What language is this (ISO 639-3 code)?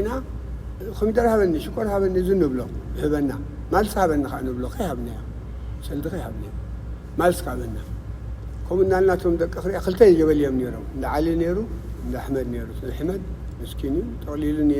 tir